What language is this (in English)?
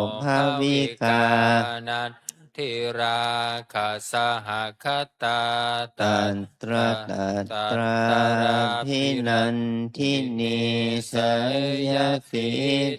Pali